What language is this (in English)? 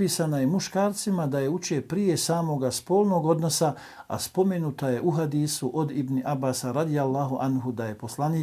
Bosnian